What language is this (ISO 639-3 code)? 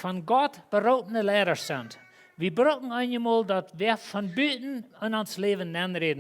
pdt